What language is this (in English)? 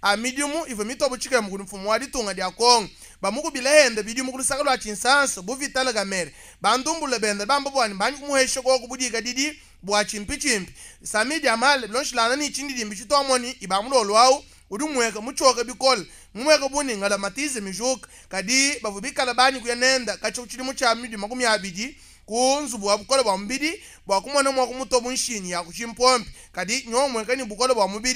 Luba-Lulua